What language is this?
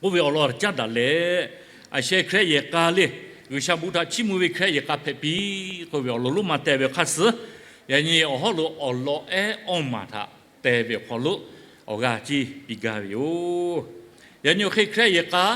Lahu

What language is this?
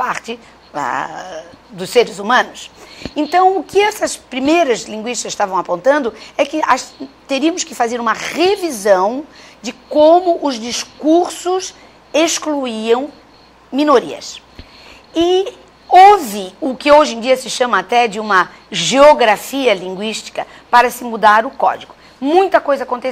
Portuguese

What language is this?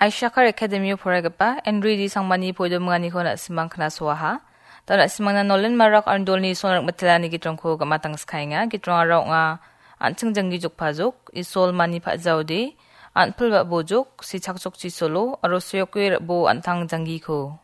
Garo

